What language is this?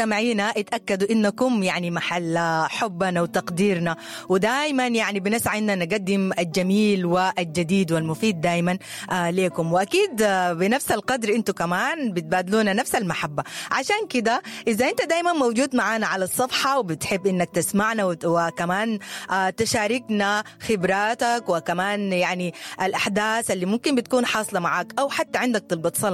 Sudanese Arabic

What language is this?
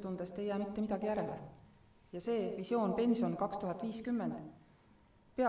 Estonian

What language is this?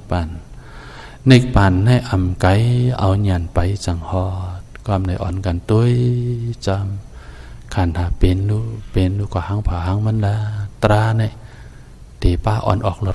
Shan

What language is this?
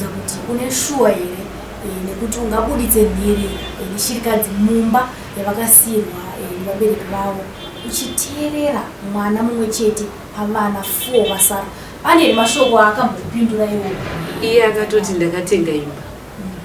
Shona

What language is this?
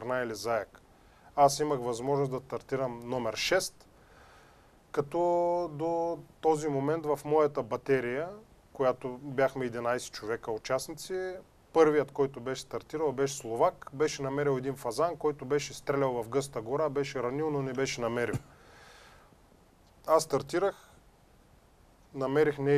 Bulgarian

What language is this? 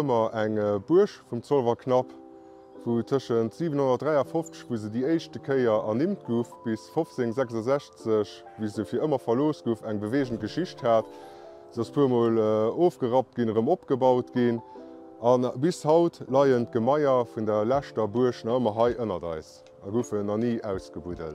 Luxembourgish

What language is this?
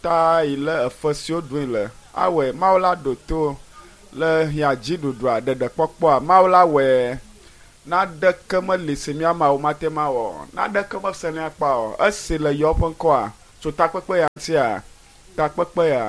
Ewe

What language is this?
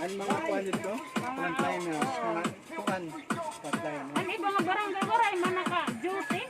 Waray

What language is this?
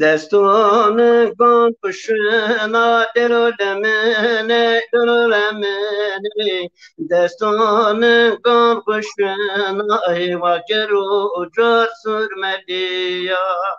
Zaza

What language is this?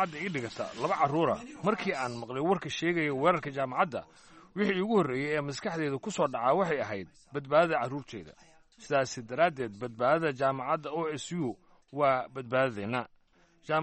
Somali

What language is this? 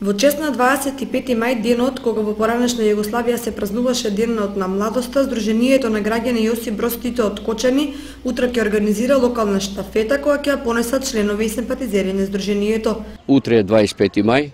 Macedonian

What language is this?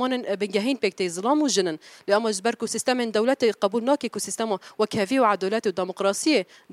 Kurdish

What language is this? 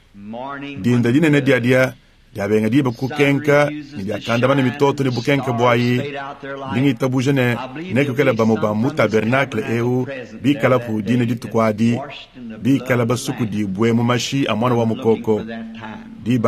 Luba-Lulua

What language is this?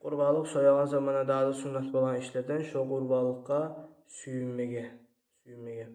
Kumyk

